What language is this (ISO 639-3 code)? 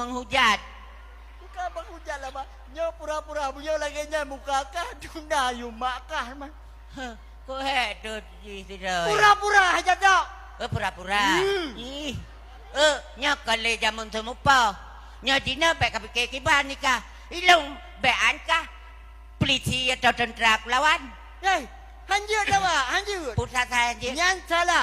ace